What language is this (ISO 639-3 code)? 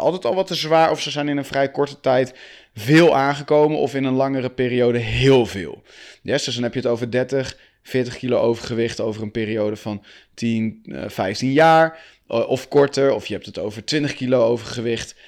nld